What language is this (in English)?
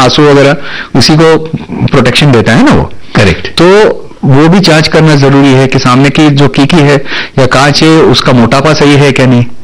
Hindi